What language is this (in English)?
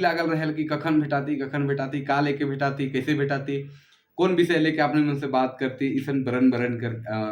Sadri